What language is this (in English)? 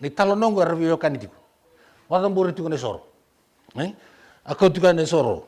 Fijian